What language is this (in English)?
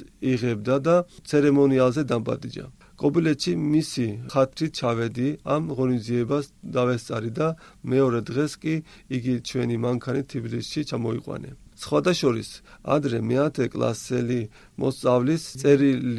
Georgian